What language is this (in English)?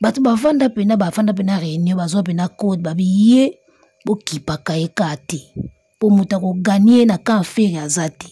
Lingala